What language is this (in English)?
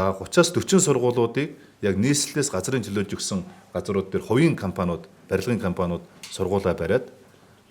Mongolian